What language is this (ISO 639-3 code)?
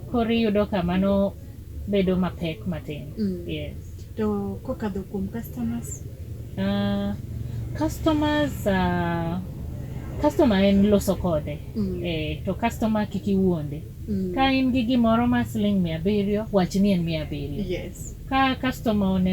luo